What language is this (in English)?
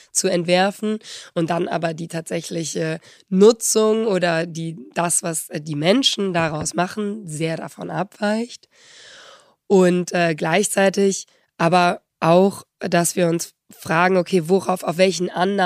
German